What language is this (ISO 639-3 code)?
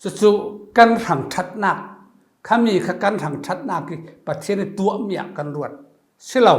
cfm